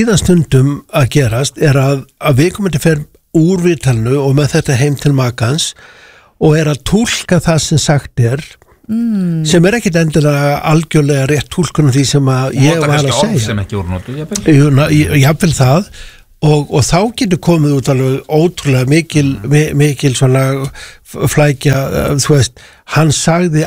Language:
Icelandic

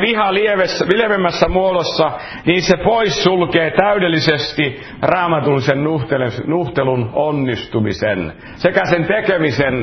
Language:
Finnish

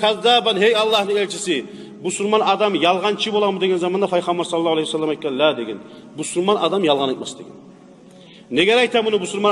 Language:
Kumyk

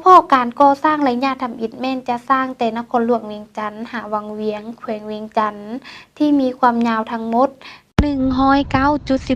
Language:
Lao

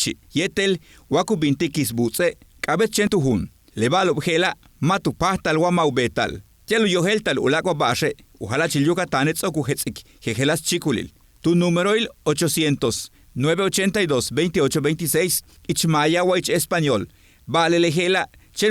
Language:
Yucateco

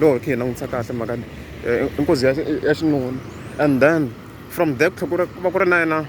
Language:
Tsonga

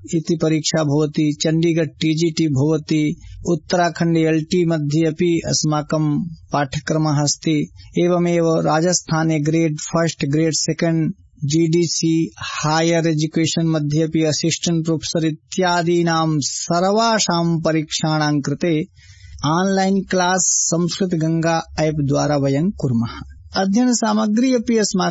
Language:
Sanskrit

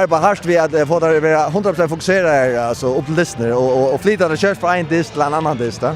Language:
Faroese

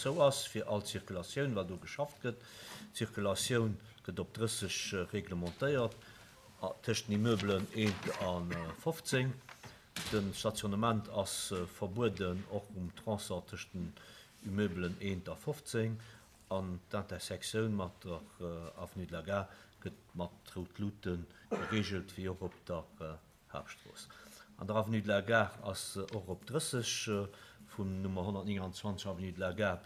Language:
Luxembourgish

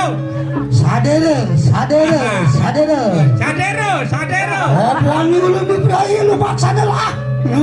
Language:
Balinese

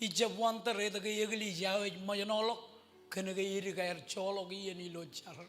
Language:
Marshallese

